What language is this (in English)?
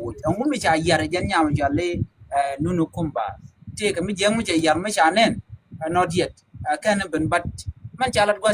Nuer